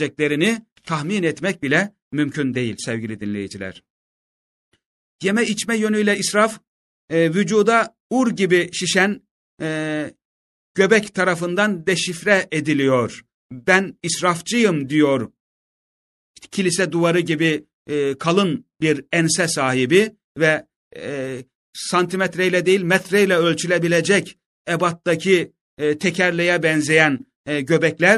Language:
Turkish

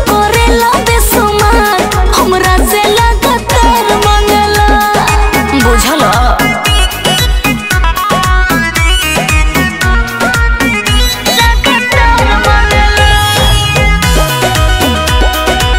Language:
Bhojpuri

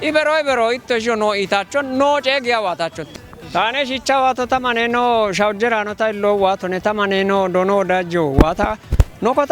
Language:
Kafa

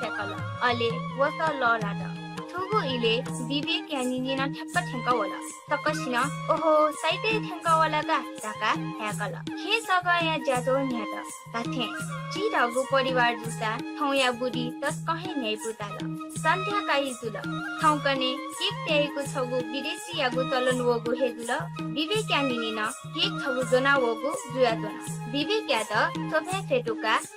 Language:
Newari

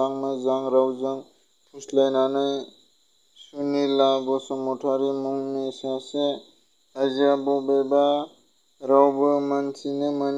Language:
Bodo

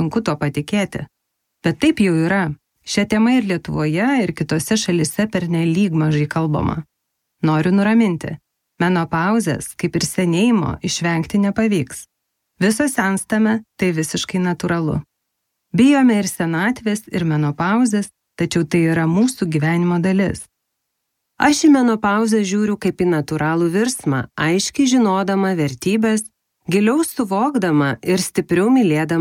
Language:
Lithuanian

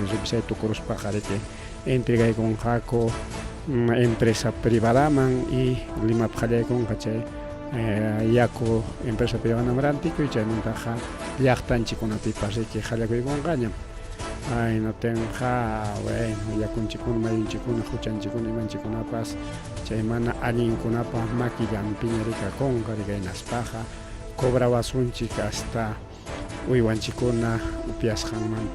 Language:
Ayacucho Quechua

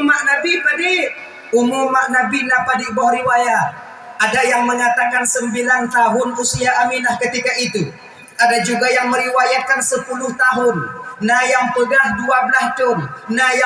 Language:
Achinese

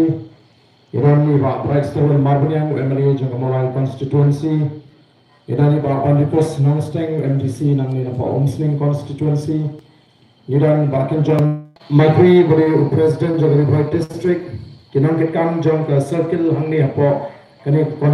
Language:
Khasi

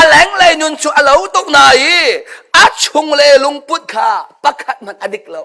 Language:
Hakha Chin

